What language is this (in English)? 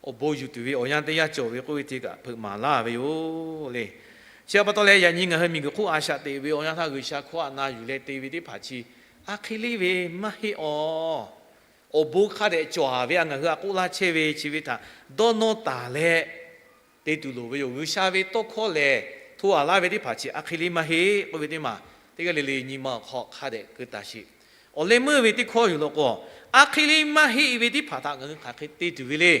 Lahu